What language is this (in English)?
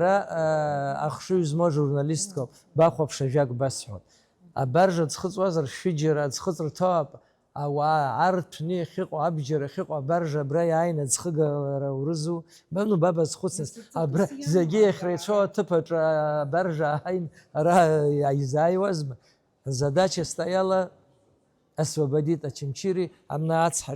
Abkhazian